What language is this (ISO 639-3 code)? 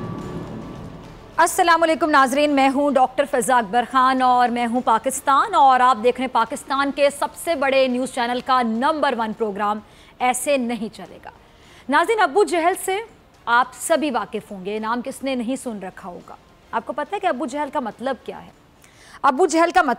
urd